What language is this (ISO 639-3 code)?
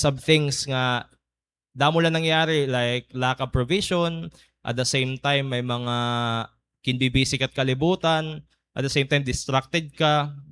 war